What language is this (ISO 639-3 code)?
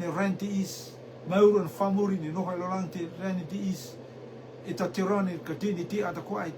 rtm